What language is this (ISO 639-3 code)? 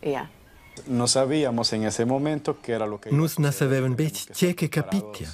roh